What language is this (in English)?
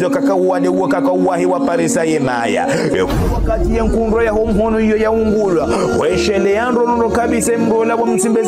Ngazidja Comorian